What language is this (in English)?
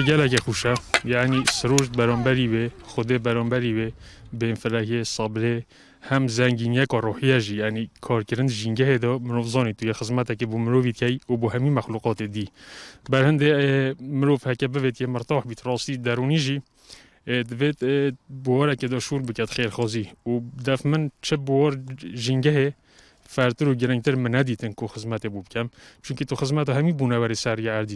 Kurdish